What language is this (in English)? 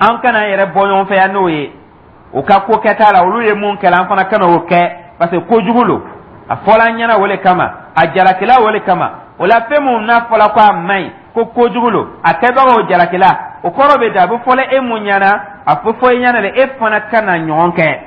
Dyula